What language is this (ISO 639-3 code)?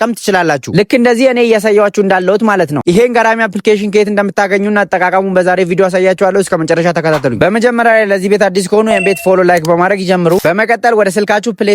amh